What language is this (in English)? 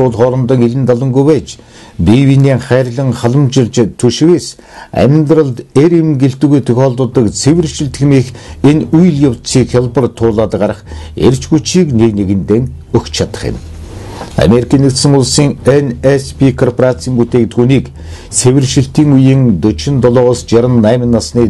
Mongolian